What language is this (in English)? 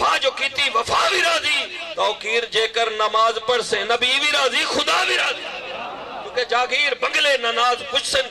Saraiki